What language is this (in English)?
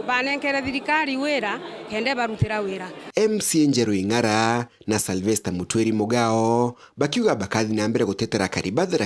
Meru